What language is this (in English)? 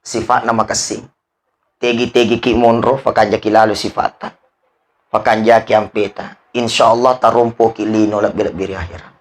Buginese